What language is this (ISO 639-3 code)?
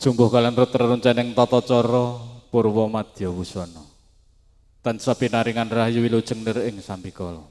jav